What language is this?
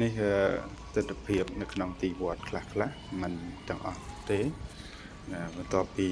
Khmer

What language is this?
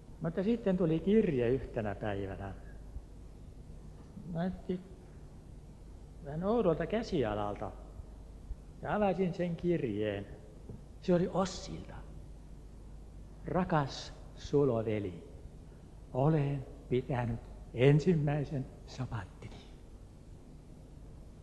Finnish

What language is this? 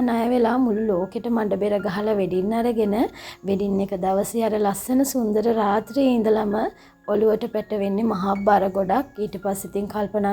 Sinhala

